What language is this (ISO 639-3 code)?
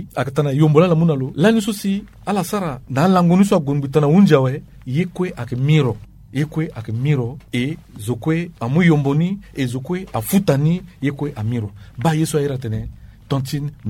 sag